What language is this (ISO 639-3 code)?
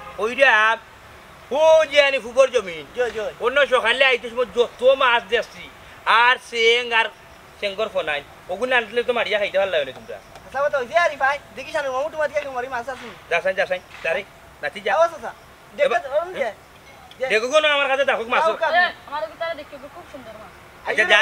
syl